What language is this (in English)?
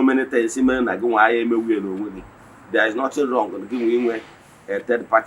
Igbo